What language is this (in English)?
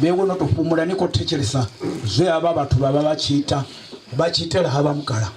Venda